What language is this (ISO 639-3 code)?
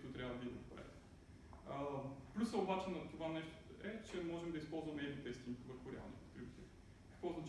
bul